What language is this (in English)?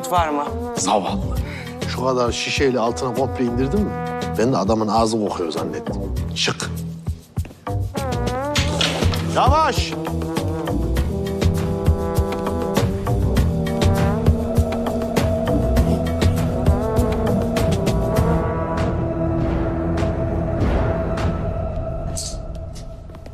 Turkish